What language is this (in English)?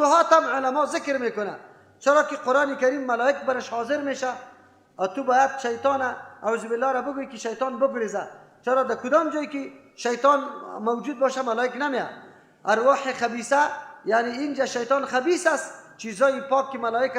Persian